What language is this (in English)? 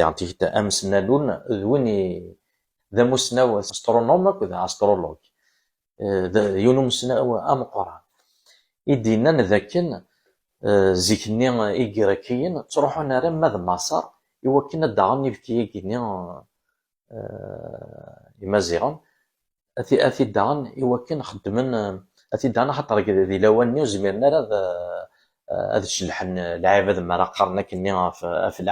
Kabyle